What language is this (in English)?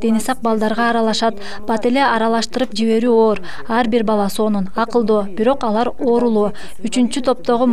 Kyrgyz